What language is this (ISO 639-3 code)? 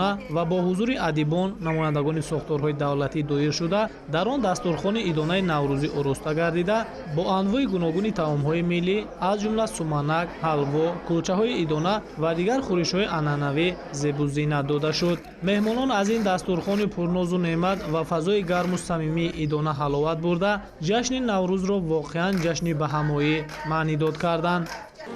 tgk